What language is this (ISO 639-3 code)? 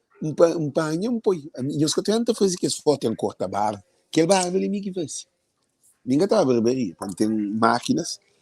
kea